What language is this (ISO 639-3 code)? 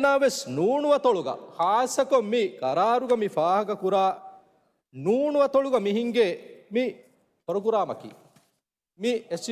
div